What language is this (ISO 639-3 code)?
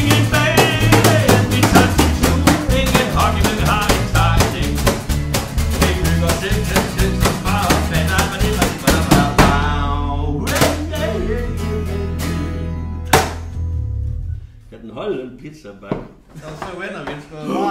dan